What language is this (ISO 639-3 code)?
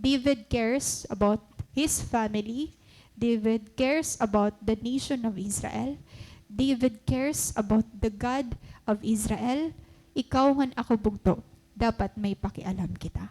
war